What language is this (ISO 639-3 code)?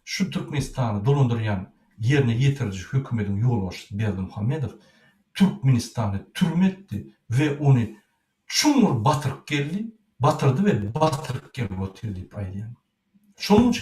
tuk